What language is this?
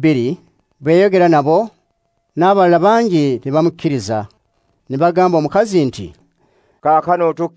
Ganda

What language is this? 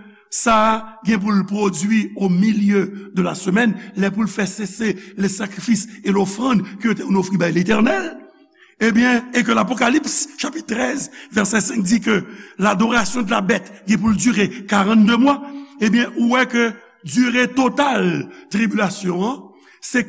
Haitian Creole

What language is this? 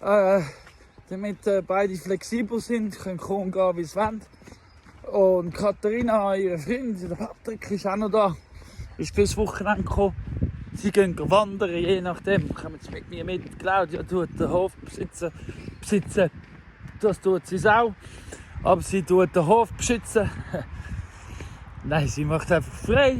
Swiss German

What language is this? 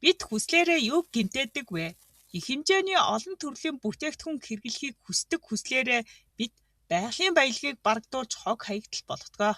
Mongolian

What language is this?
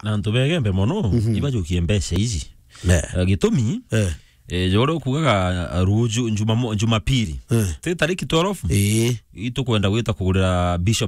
Meru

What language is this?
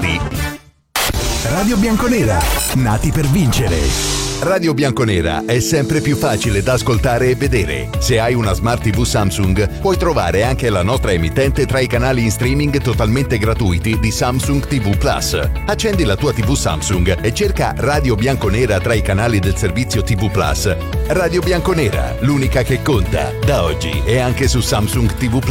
Italian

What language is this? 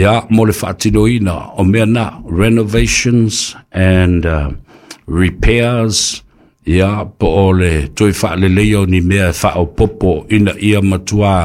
Samoan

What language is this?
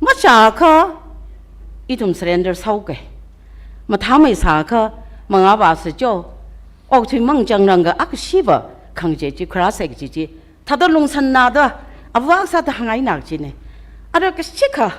Tangkhul Naga (India)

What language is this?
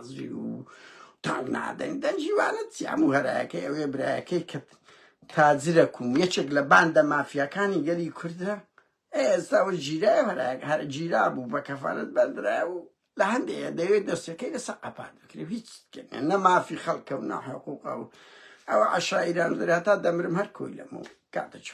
Central Kurdish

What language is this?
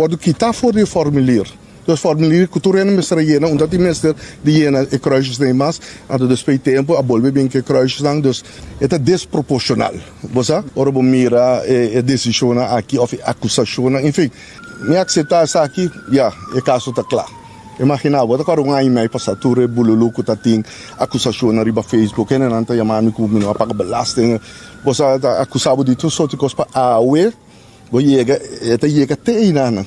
Papiamento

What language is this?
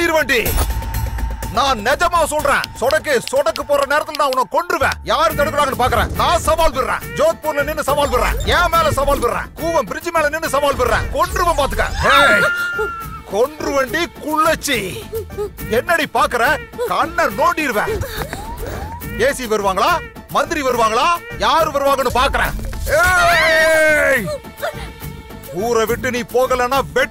Tamil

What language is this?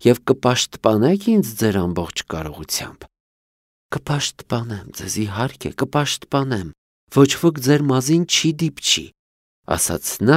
Armenian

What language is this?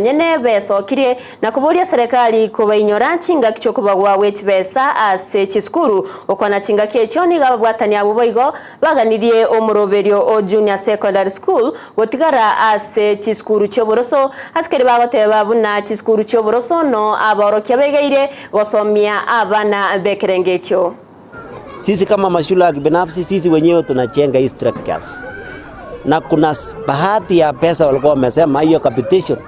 Gusii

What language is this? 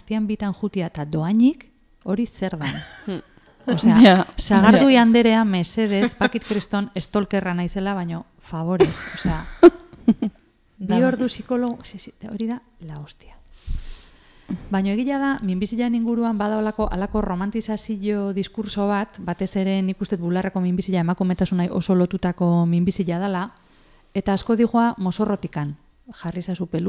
Basque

